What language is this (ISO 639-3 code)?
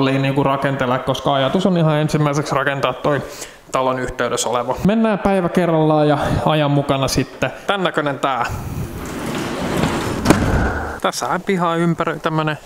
fin